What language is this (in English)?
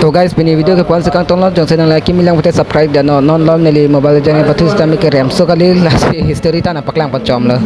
Karbi